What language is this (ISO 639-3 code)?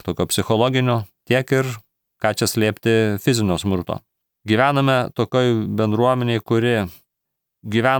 lit